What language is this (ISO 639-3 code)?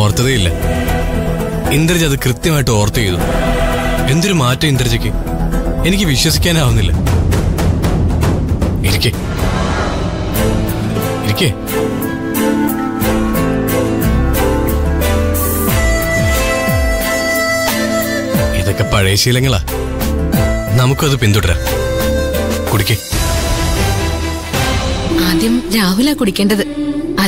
mal